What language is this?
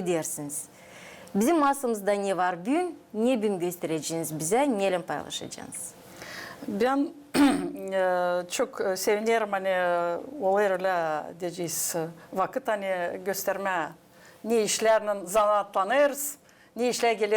Gagauz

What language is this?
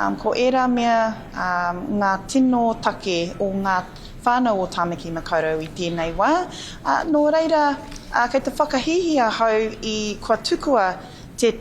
Māori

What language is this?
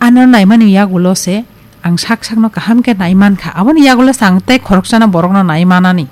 Kok Borok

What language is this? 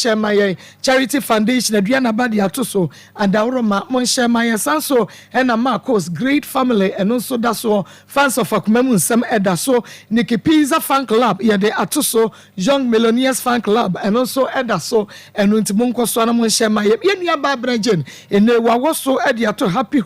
Akan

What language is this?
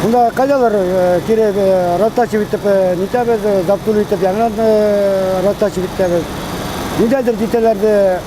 Bashkir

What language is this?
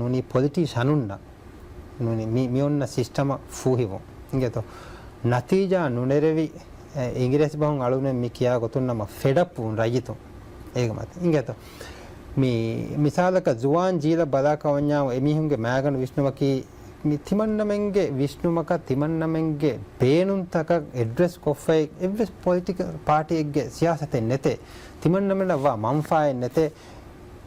Divehi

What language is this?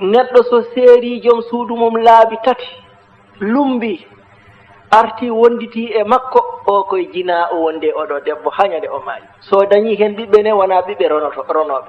Fula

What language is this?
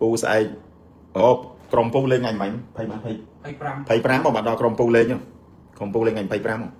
Khmer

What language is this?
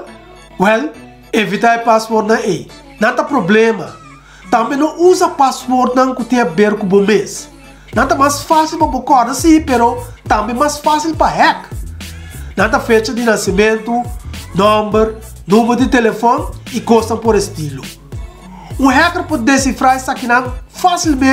Papiamento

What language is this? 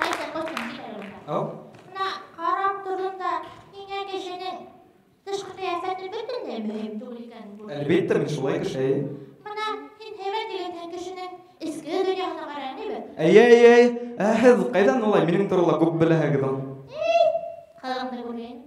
Bashkir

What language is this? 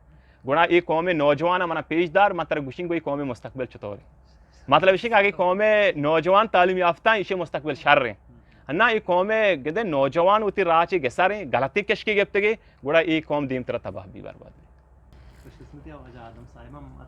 Eastern Balochi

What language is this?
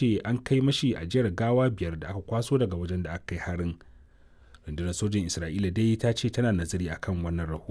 Hausa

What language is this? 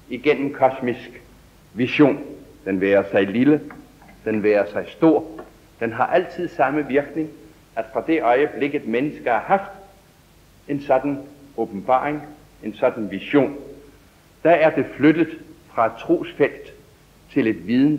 Danish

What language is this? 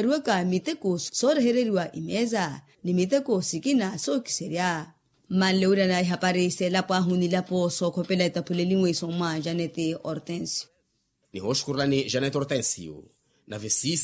Makhuwa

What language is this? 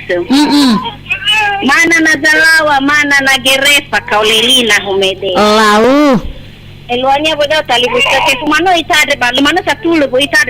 Nias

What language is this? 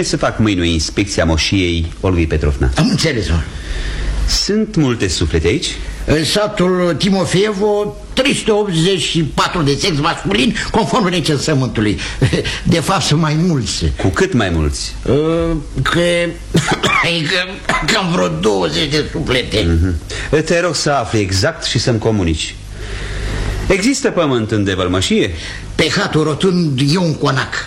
Romanian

